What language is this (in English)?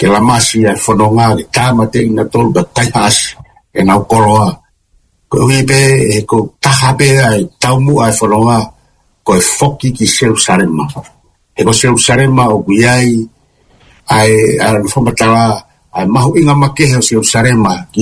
Tongan